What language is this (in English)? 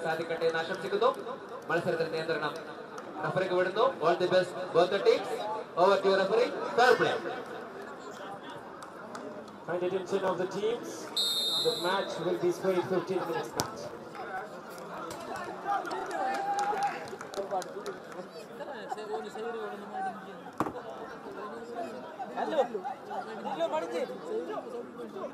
Malayalam